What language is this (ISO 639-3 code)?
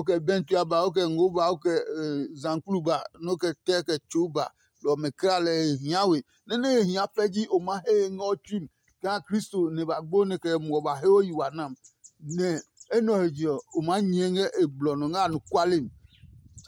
ada